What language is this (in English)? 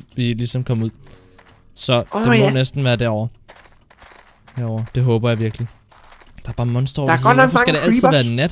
Danish